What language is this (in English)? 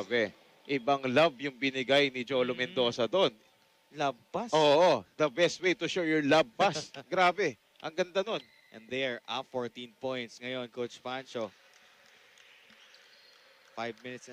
Filipino